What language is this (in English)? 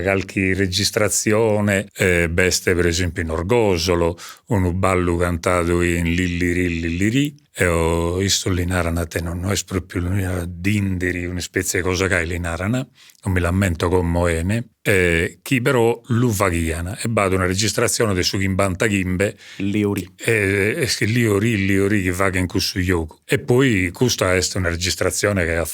Sardinian